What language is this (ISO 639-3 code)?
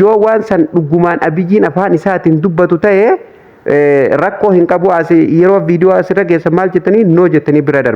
orm